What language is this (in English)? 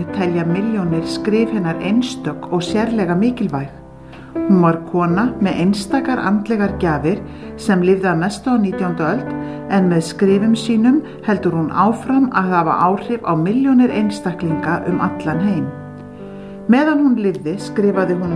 Icelandic